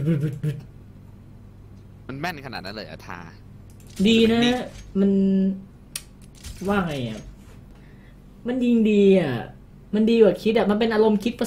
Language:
Thai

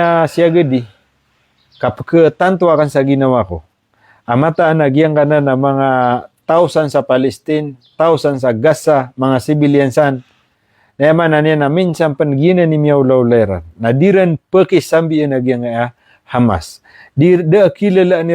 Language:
Maranao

